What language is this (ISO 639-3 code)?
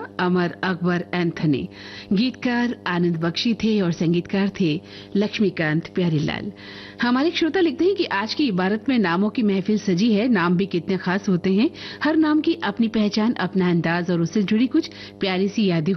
hin